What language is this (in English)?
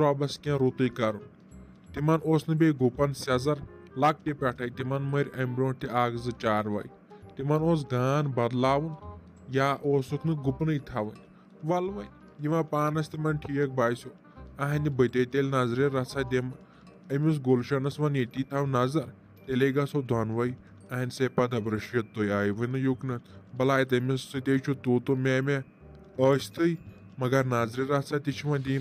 Kashmiri